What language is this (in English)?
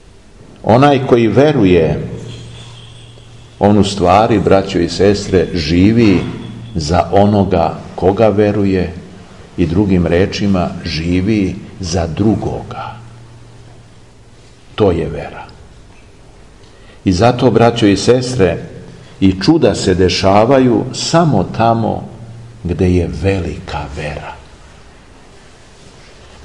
Serbian